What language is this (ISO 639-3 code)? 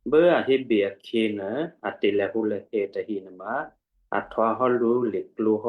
kyu